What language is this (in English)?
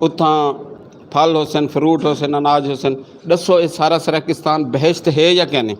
Saraiki